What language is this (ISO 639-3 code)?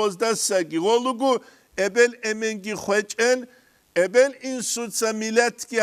ava